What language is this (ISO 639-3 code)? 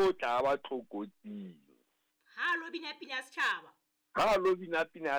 sot